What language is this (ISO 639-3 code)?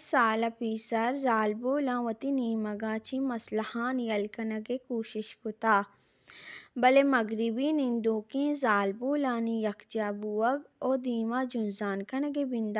bal